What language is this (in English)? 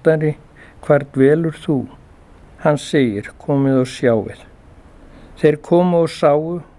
Icelandic